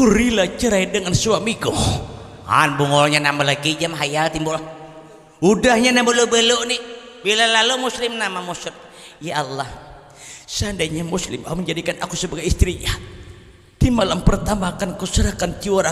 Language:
Banjar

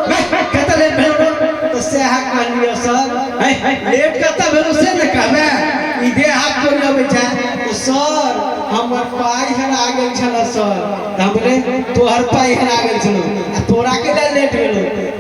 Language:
Maithili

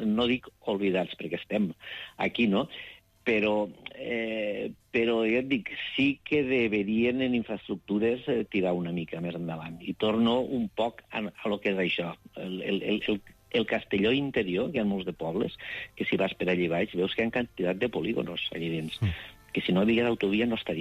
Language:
Catalan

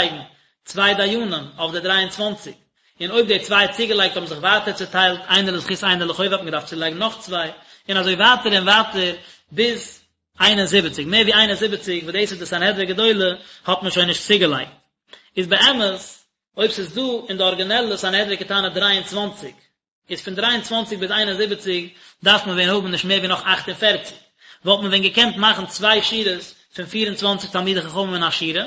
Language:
Yiddish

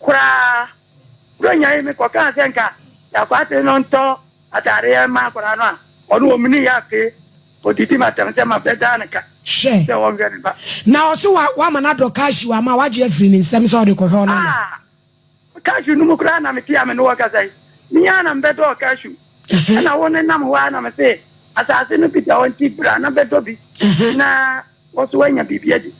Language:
Akan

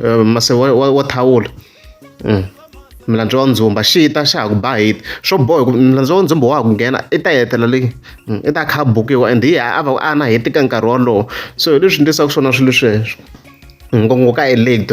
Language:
Tsonga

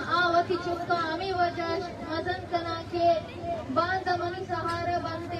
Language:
Baluchi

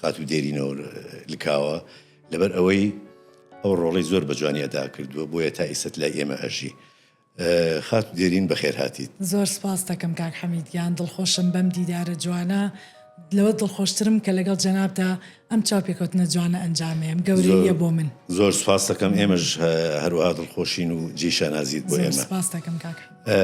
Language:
Central Kurdish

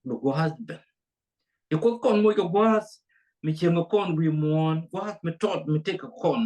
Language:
Nuer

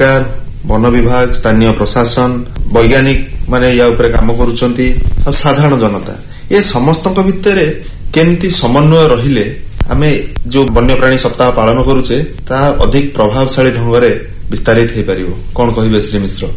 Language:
Odia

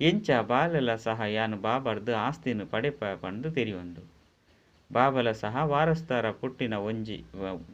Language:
Tulu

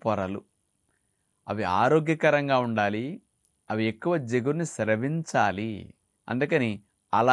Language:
Telugu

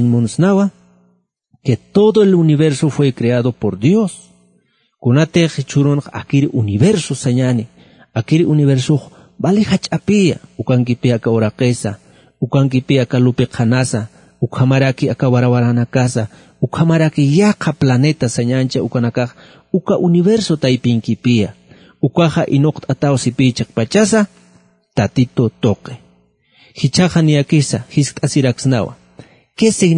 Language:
Aymara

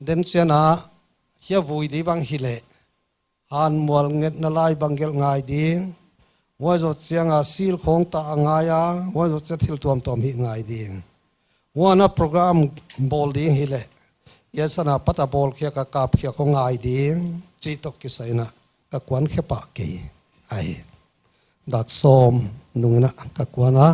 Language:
Paite Chin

